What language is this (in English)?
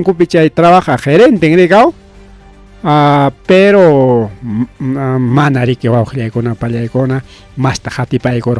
Ayacucho Quechua